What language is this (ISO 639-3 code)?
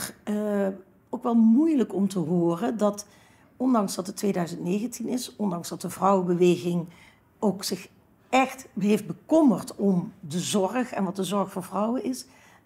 nld